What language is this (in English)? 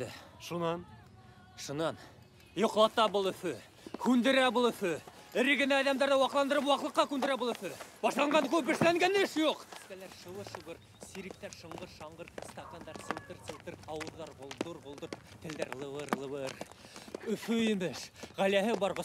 Bashkir